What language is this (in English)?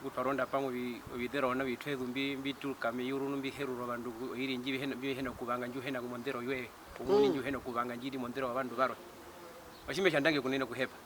Herero